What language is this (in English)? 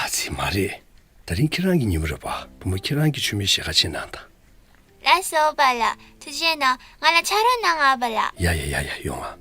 Tibetan